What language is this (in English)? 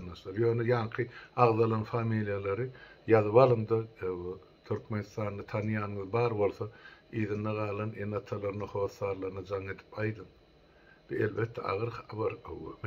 Turkmen